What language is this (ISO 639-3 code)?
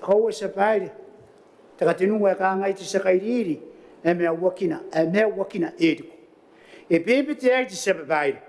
gil